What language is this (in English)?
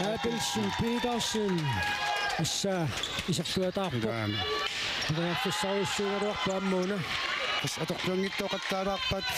Kalaallisut